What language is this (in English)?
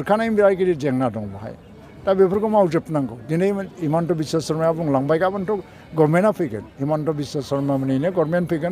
Bodo